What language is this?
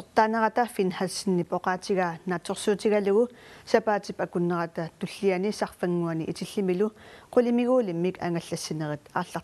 Kalaallisut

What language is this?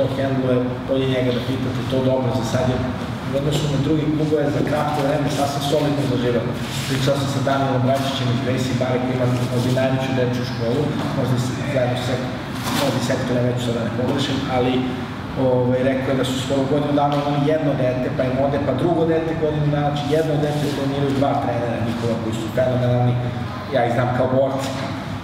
Serbian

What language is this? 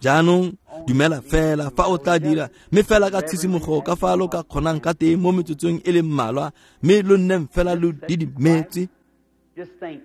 Tswana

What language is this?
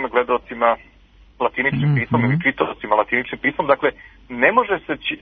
Serbian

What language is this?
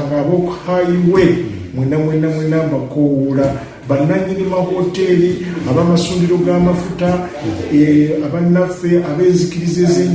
Ganda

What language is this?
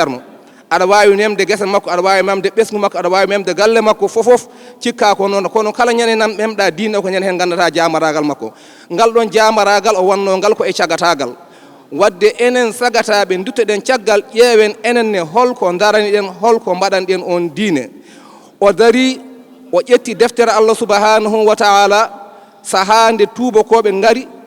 Fula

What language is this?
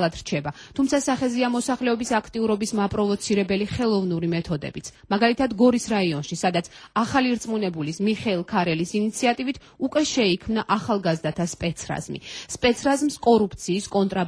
Georgian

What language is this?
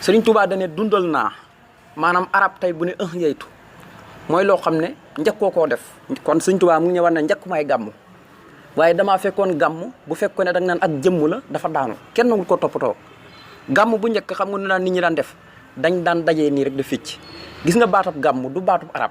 Wolof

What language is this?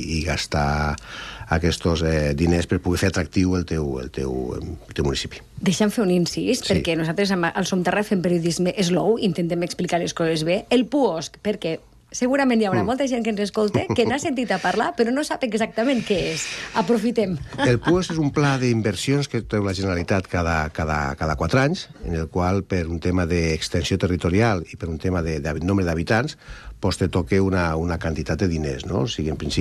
Catalan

